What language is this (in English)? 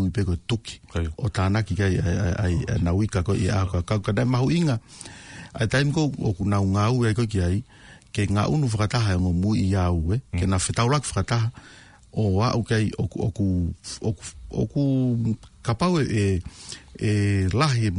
Tongan